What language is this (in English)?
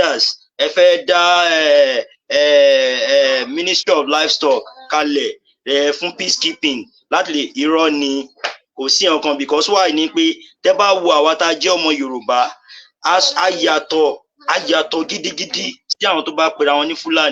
Yoruba